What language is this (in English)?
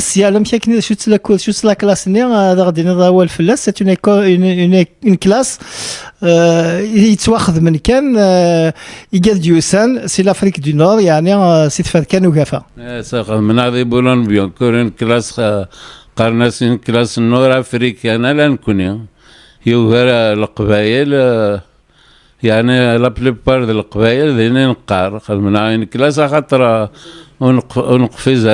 Kabyle